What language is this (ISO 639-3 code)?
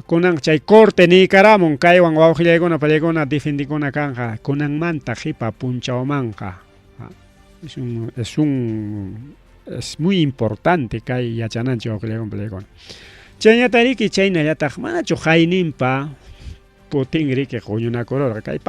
quy